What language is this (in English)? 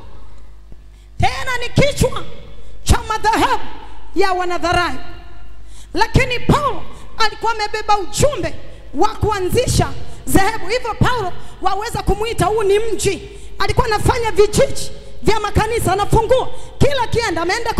Swahili